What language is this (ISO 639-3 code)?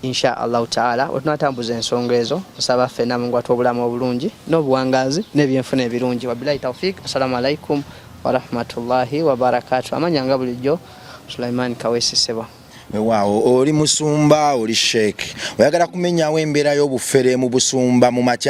lug